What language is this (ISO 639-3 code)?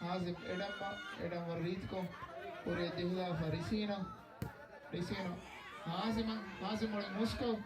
div